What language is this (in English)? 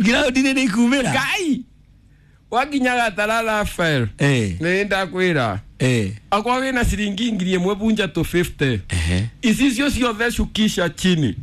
Kikuyu